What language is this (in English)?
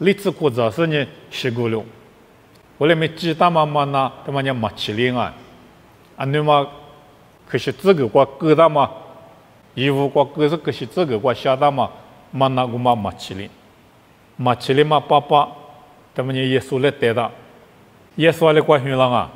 Lisu